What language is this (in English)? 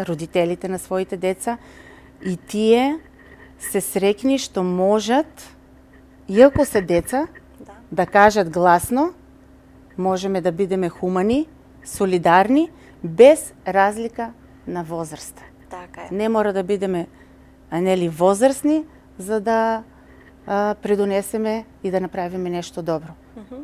Macedonian